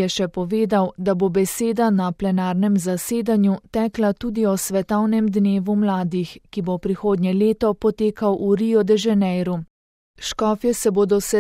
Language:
Slovenian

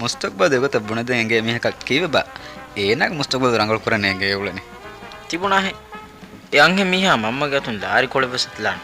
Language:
Divehi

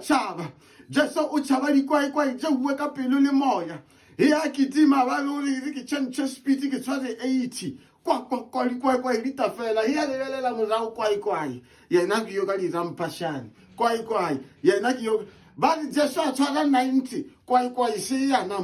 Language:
Northern Sotho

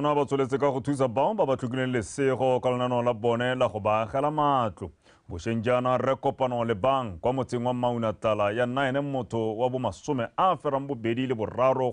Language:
Tswana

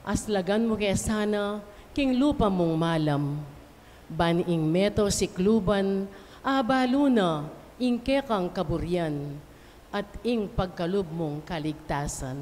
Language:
Pampanga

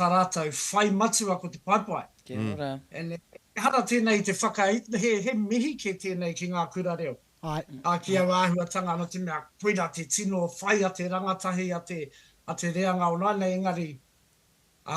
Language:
Māori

